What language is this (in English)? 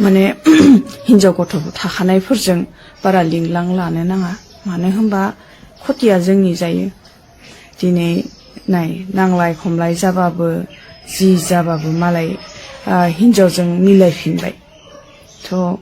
Bodo